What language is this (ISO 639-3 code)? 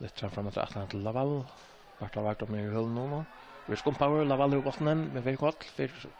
fao